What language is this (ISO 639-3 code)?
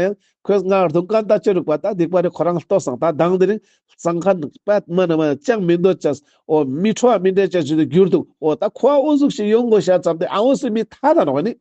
lbj